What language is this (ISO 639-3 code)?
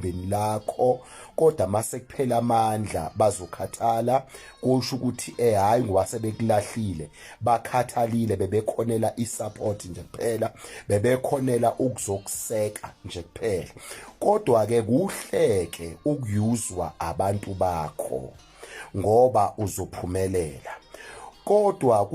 zul